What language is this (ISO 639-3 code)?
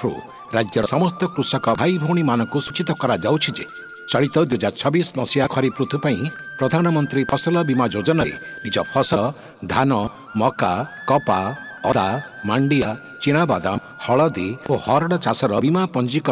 ori